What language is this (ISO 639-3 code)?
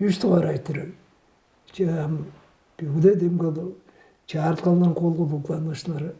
tyv